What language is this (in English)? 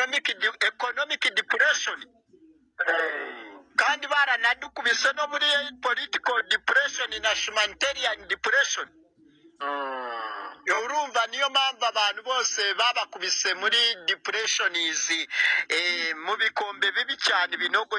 Kinyarwanda